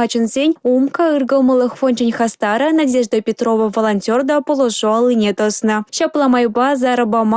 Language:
Chuvash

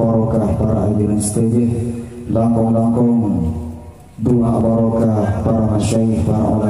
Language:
Madurese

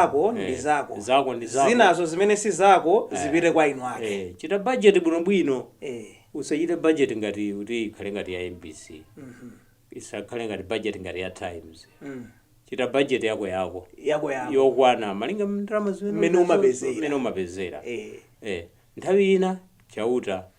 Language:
Nyanja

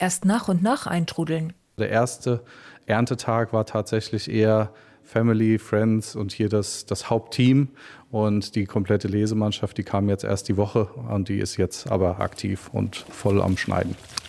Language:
German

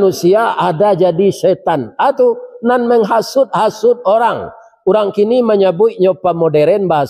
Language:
Minangkabau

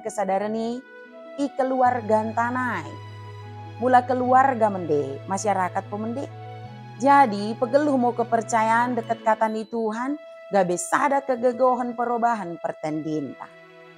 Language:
Batak Dairi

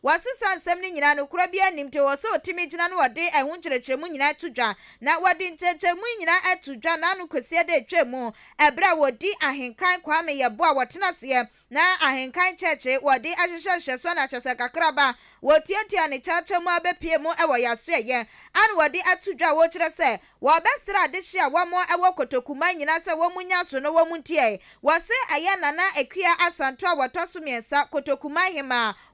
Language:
Akan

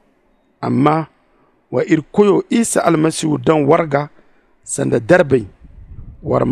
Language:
Zarma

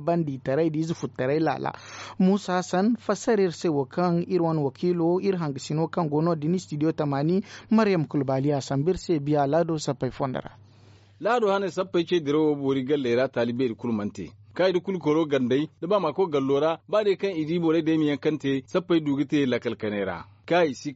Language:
Zarma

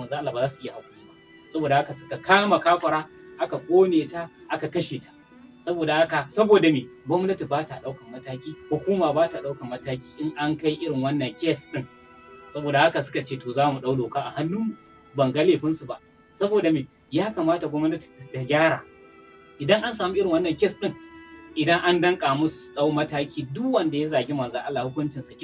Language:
Hausa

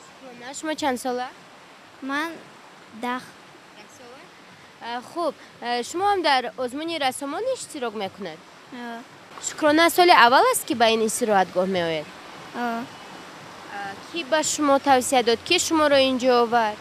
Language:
Tajik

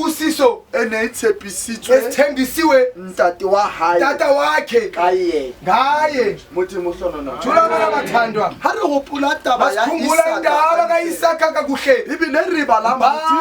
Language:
Southern Sotho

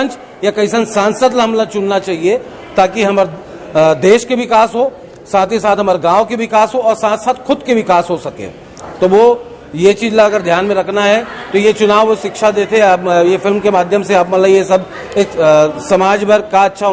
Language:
Chhattisgarhi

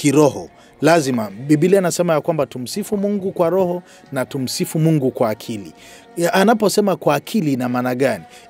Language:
Swahili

